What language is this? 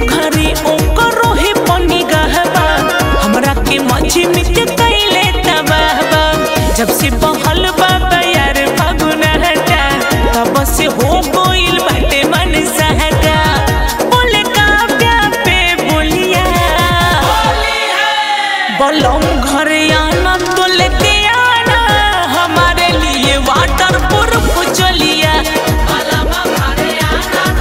Bhojpuri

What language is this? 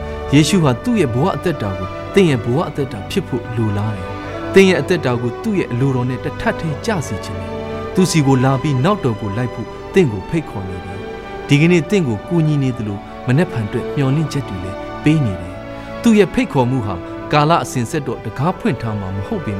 Burmese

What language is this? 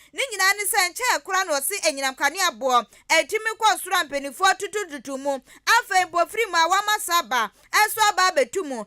Akan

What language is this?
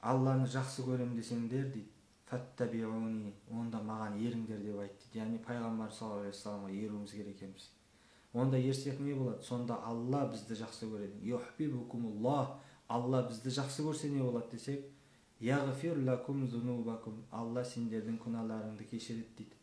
Kazakh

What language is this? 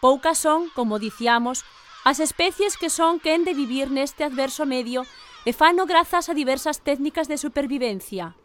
Galician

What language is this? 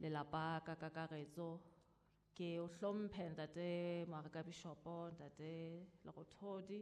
Southern Sotho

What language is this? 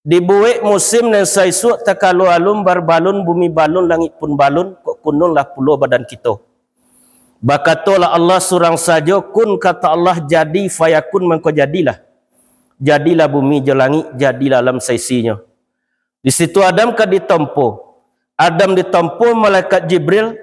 Minangkabau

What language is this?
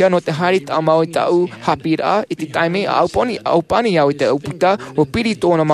Tahitian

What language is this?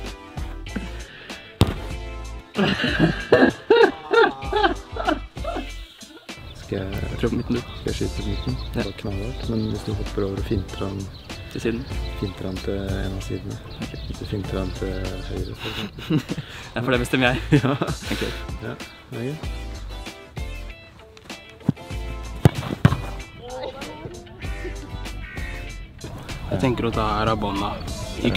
Norwegian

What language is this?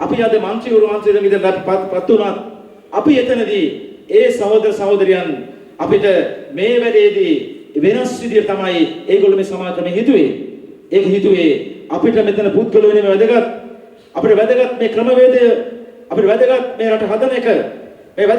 Sinhala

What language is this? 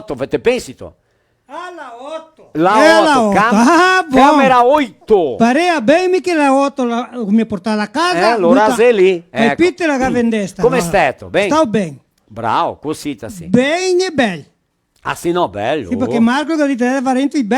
Venetian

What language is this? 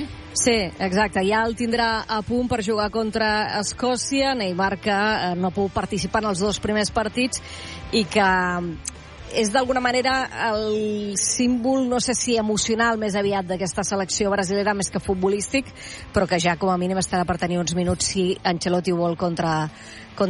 Catalan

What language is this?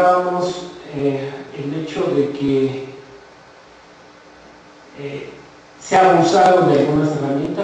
Spanish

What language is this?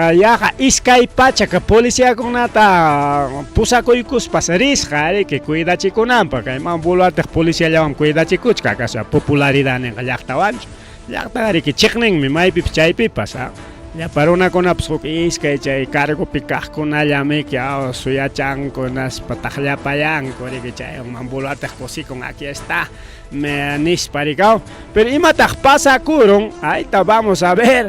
Ayacucho Quechua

